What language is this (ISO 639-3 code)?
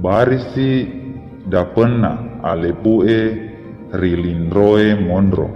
bug